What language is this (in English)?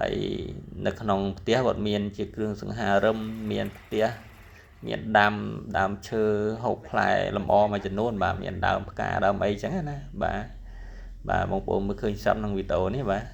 Khmer